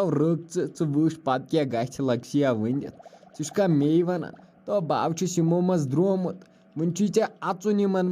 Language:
Kashmiri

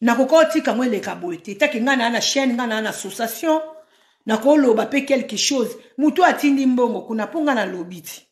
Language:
Lingala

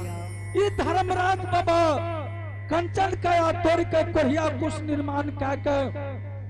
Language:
Angika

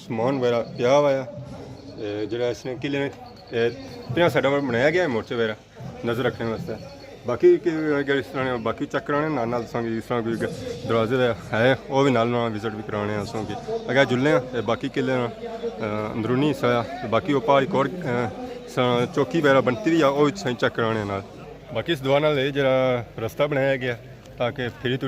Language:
Pahari-Potwari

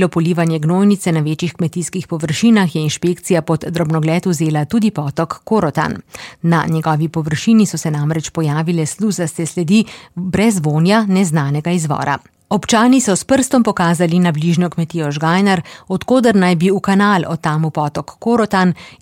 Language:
Slovenian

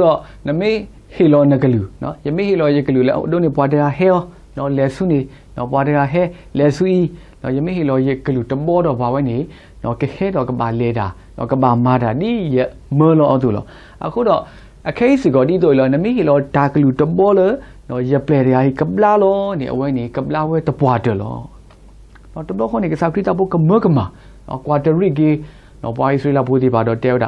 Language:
S'gaw Karen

